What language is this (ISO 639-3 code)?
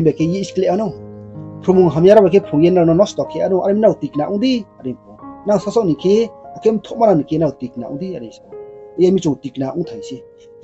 ria